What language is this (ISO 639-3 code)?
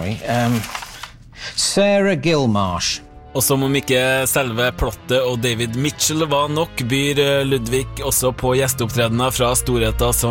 nor